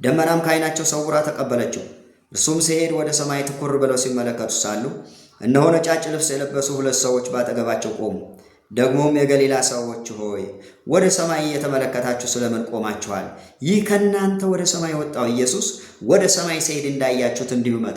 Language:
Amharic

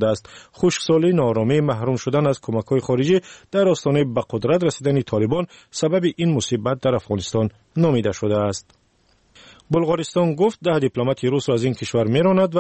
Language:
Persian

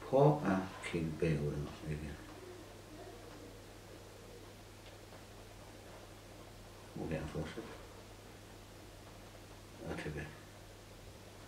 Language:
Danish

